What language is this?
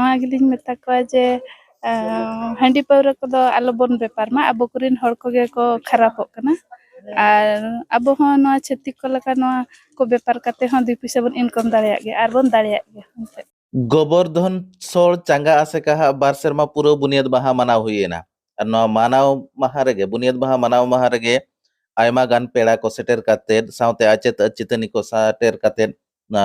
Santali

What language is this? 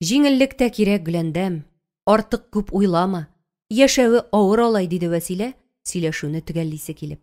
Tatar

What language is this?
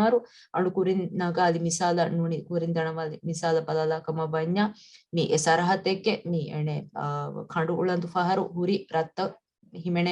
Divehi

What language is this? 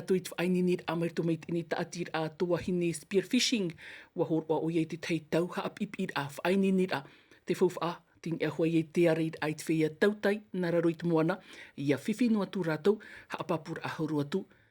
Tahitian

